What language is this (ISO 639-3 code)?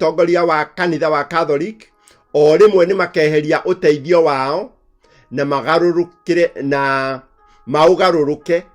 kik